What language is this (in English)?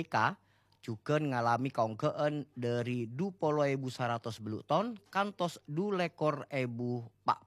Madurese